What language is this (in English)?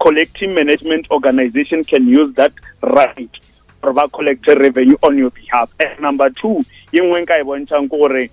Northern Sotho